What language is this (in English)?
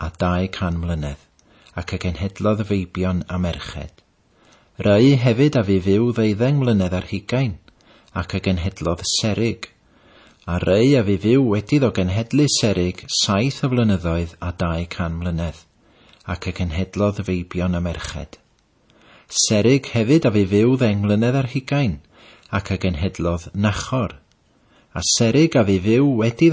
Welsh